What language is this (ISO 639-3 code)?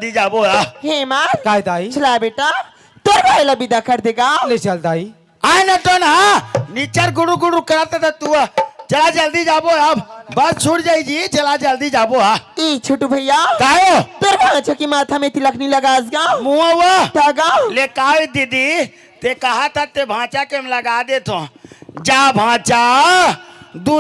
hne